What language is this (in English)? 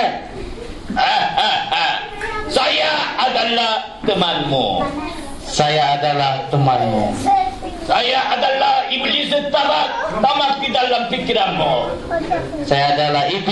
Malay